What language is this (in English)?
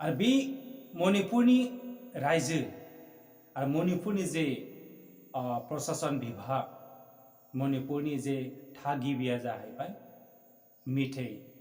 Bodo